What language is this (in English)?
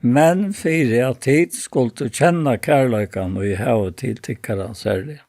Faroese